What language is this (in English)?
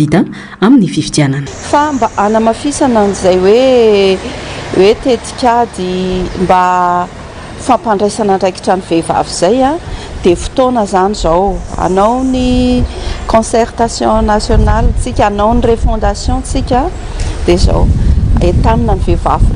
Malagasy